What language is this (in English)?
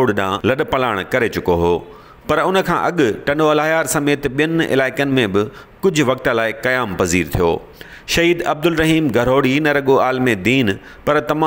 Sindhi